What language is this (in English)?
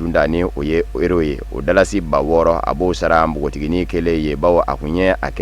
Bambara